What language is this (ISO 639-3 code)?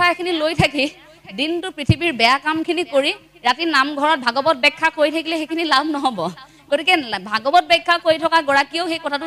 asm